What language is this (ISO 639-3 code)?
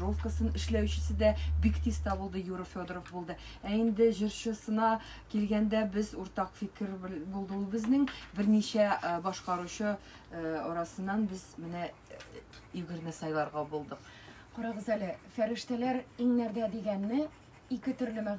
tat